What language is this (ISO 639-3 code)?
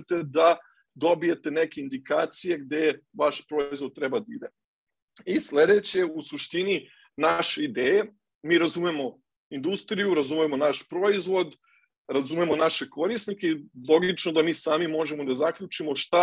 srp